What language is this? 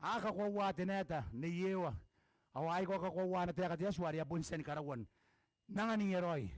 Gilbertese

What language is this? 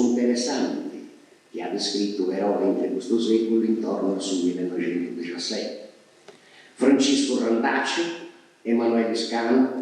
Sardinian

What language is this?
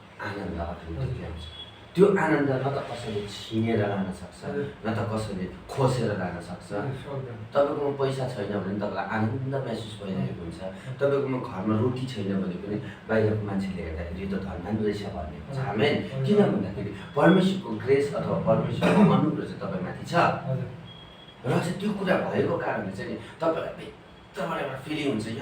Nepali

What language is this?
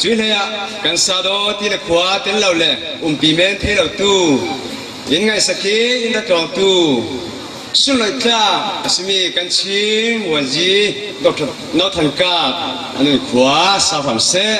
Falam Chin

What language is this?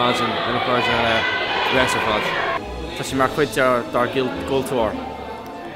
Irish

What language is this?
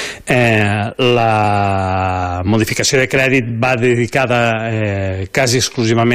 Catalan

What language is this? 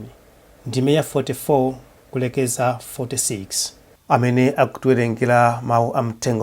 Nyanja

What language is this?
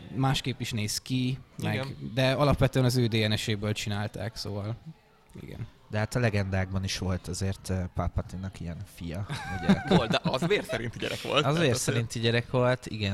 Hungarian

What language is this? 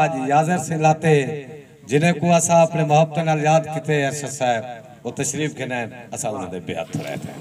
Saraiki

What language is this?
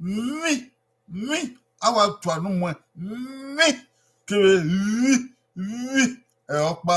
Bini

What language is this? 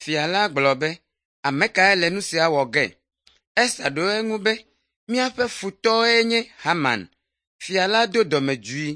Ewe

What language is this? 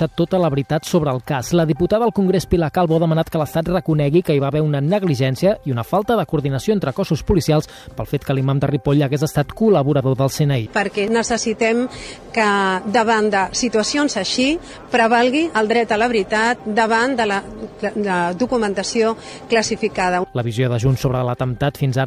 Catalan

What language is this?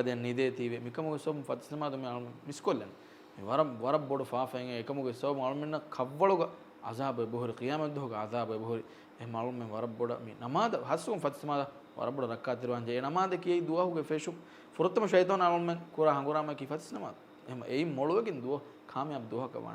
Divehi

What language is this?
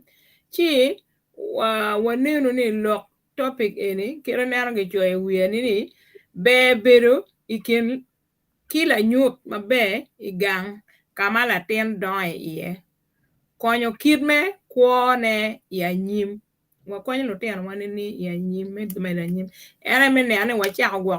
Acoli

